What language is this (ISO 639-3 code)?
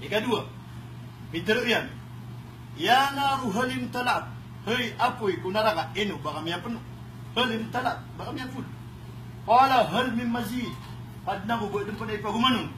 mrw